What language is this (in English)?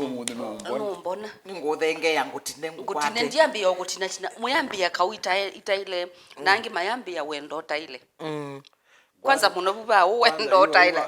Kamba